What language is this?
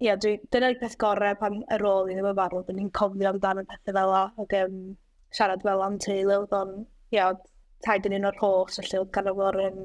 Welsh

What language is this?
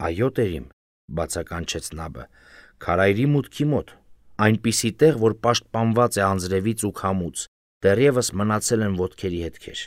Armenian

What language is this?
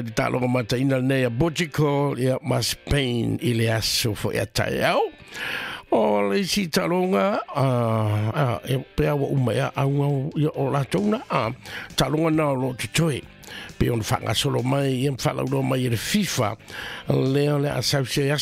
Samoan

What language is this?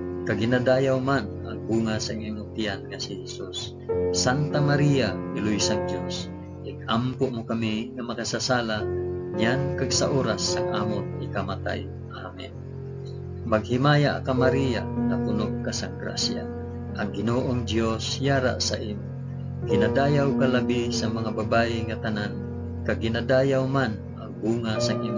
Hiligaynon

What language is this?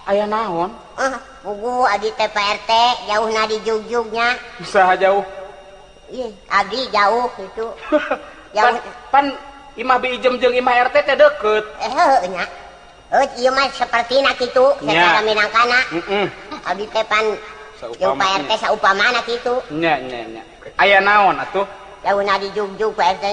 Sundanese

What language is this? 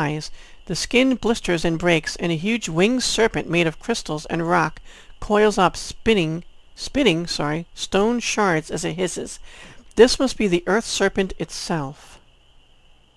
English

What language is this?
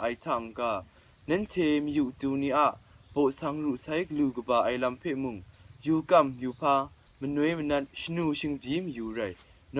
Kachin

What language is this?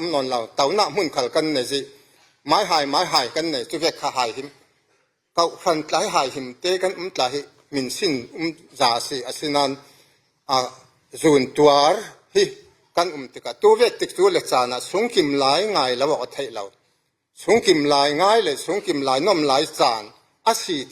Falam Chin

